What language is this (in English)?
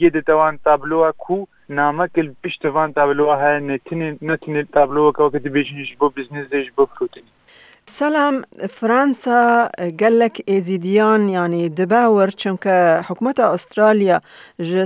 Kurdish